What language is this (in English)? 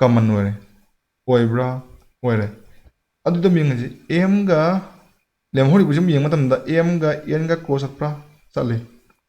Manipuri